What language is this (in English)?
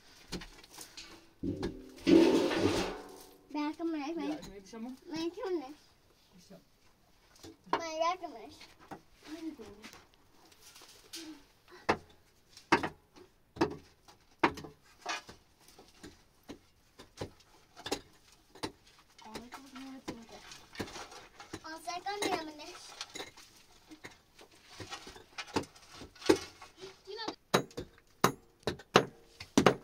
Persian